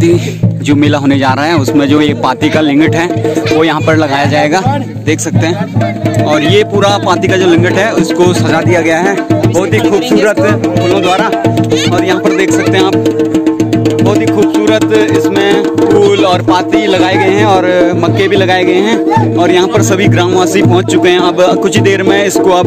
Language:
Hindi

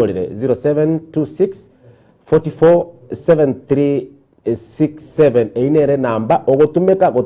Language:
Gusii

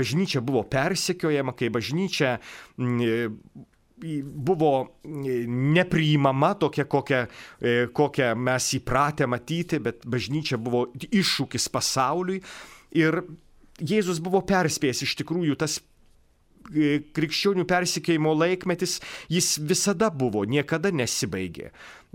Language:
Lithuanian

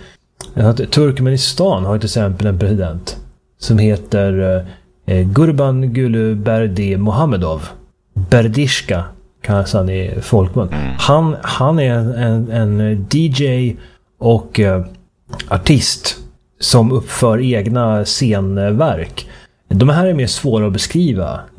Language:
Swedish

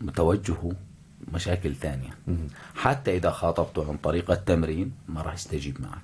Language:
North Levantine Arabic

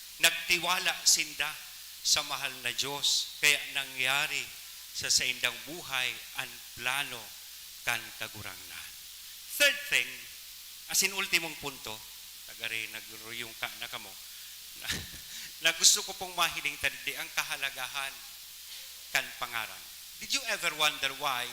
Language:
Bikol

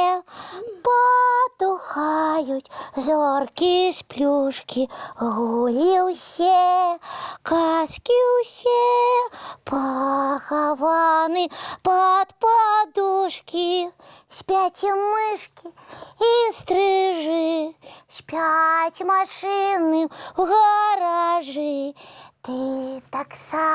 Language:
Belarusian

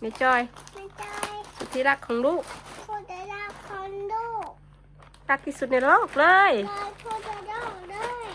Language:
Northeastern Thai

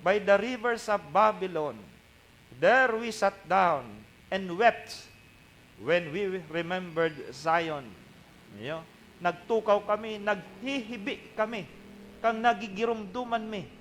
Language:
Bikol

